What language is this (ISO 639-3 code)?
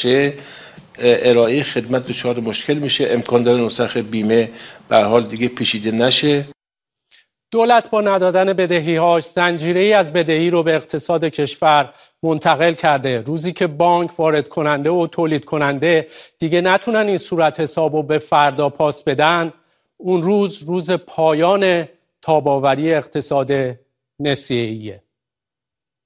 fas